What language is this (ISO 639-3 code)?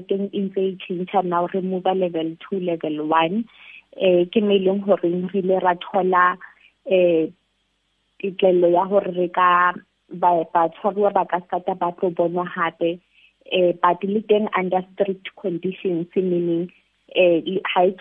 sot